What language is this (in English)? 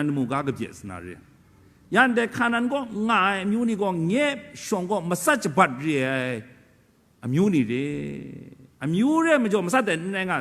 Kachin